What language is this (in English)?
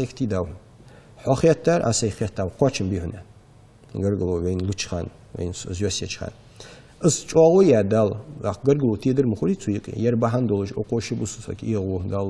Ingush